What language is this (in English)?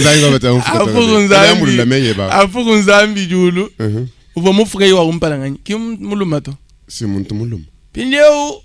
Luba-Lulua